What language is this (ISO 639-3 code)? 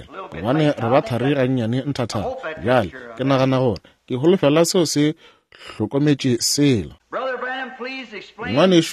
nso